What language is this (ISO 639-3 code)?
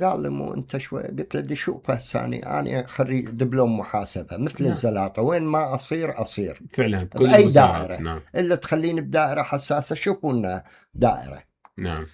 acm